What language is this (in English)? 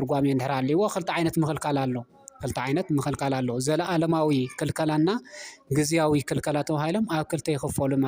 Tigrinya